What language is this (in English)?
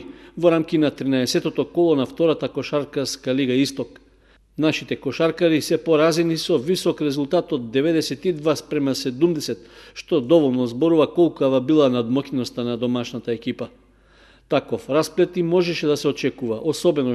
Macedonian